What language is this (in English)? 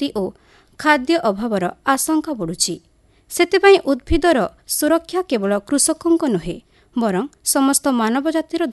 Odia